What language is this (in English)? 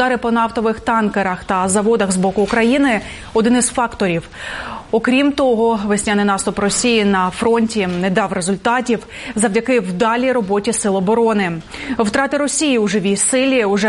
Ukrainian